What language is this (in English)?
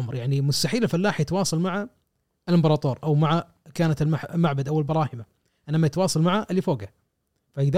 Gulf Arabic